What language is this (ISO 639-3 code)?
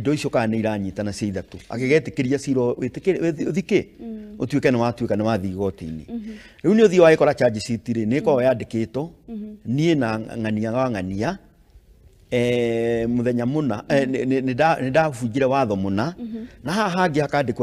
kik